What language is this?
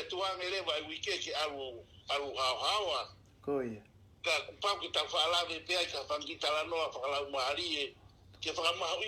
Tongan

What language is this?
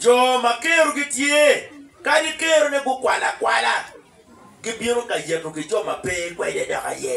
Acoli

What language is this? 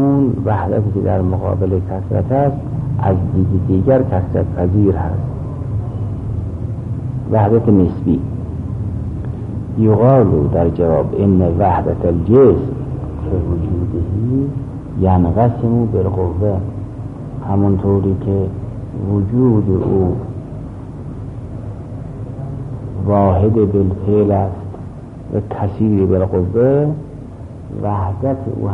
Persian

